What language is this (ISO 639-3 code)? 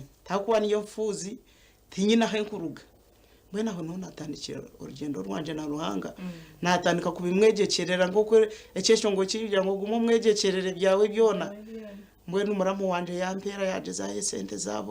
nyn